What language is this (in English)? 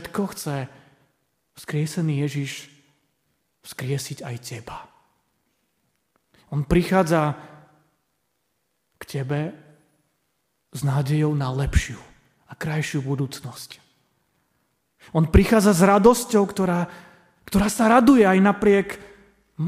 Slovak